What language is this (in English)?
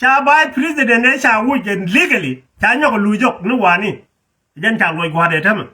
Nuer